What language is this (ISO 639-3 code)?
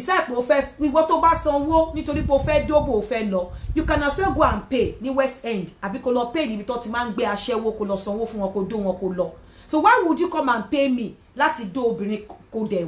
yor